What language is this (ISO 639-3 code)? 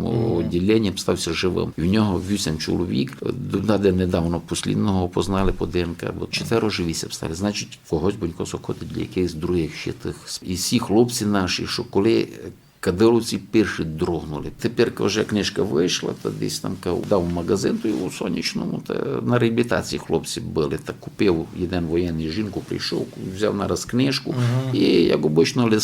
rue